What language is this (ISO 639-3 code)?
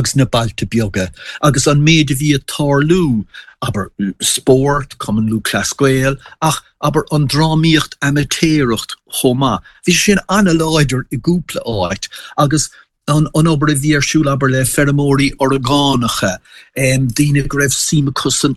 gle